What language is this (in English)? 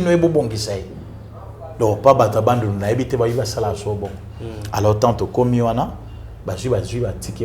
Lingala